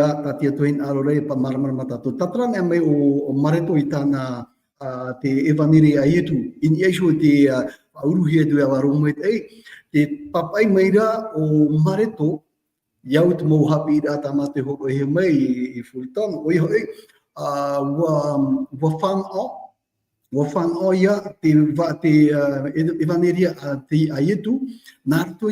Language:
Tahitian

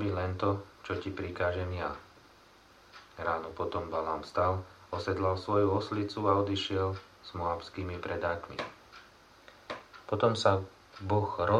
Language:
Slovak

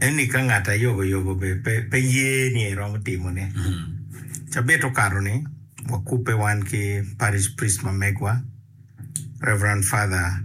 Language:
Acoli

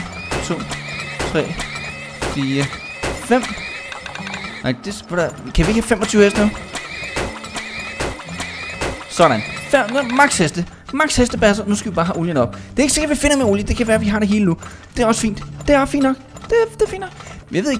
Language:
Danish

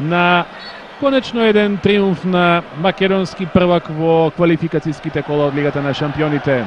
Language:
Macedonian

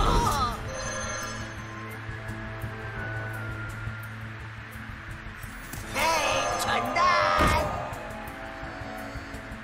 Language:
Chinese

